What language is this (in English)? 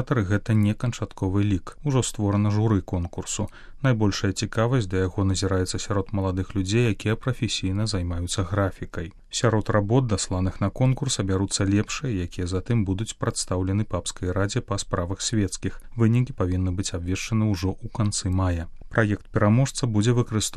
Belarusian